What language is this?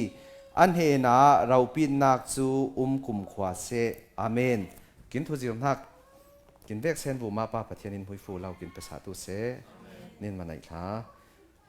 Falam Chin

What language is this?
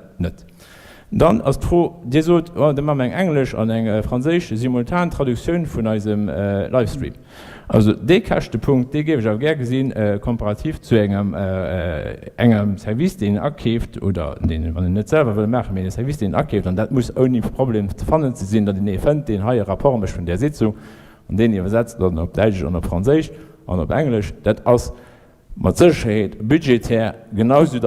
Luxembourgish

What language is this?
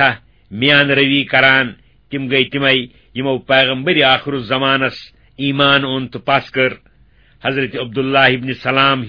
Kashmiri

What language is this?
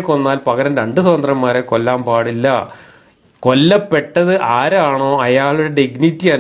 Malayalam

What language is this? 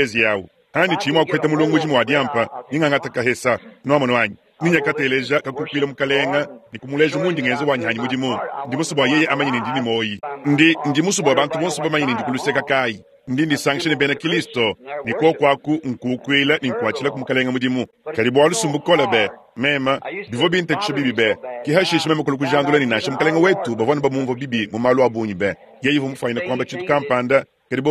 Luba-Lulua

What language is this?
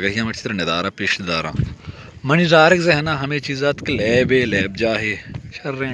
Baluchi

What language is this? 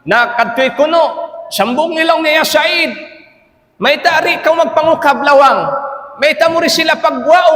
Tausug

